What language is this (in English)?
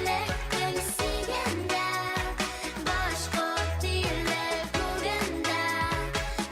Bashkir